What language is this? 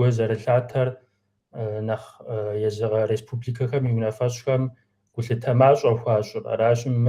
Kabardian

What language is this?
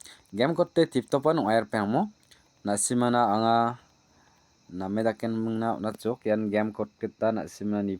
Garo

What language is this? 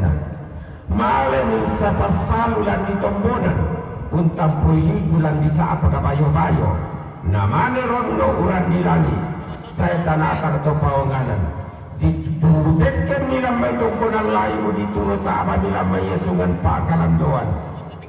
Toraja-Sa'dan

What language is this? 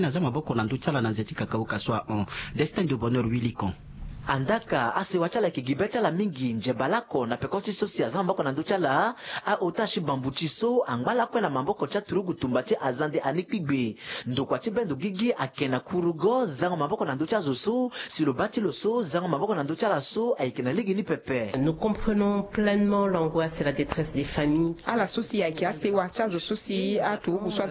Sango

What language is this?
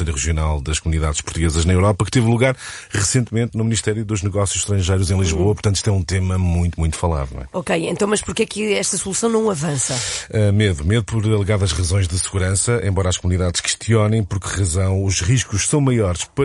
Portuguese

